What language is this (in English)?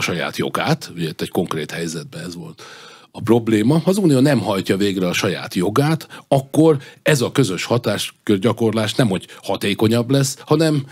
Hungarian